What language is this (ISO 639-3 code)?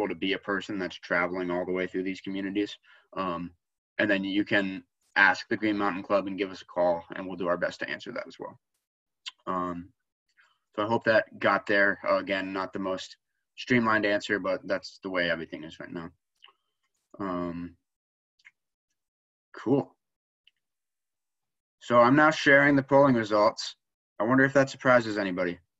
eng